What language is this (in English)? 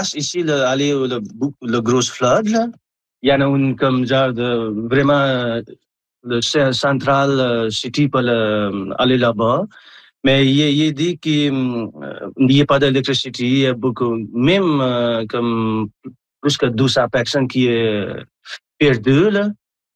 French